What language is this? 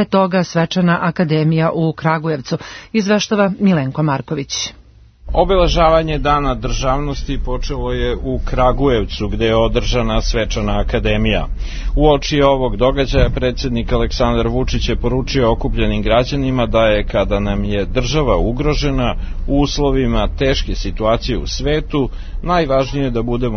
Serbian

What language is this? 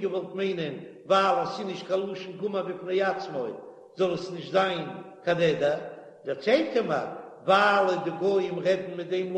Yiddish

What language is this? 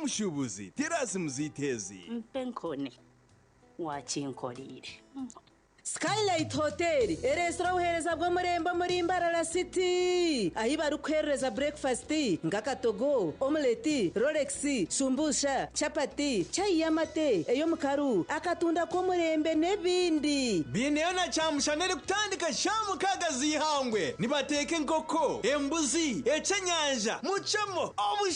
Nyankole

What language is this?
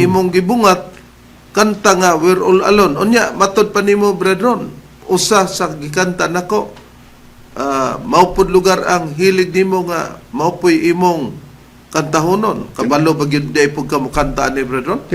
Cebuano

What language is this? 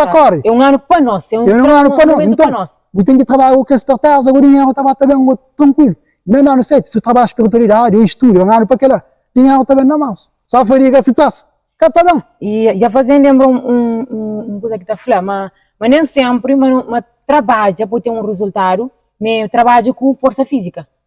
Kabuverdianu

